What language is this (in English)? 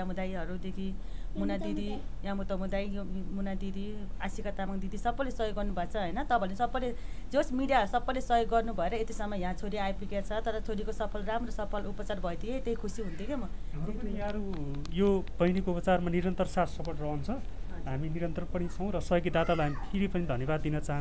Nepali